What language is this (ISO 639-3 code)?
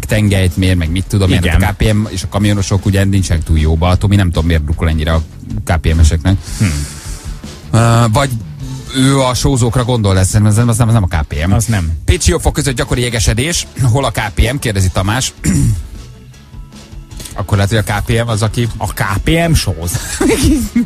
hun